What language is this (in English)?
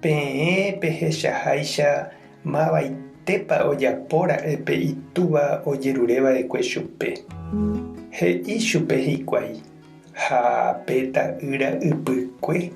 Guarani